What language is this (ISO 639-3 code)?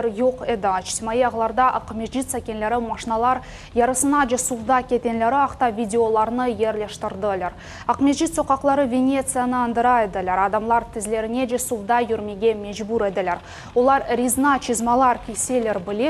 crh